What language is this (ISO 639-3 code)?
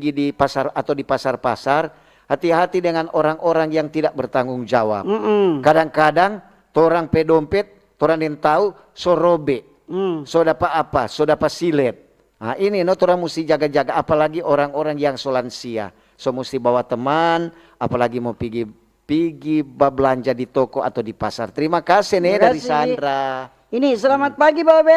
xmm